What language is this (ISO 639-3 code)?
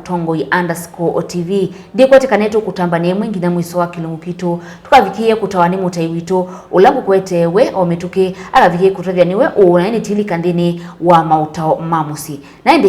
kam